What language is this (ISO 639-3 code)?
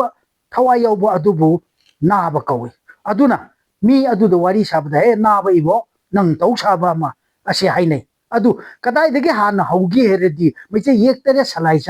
mni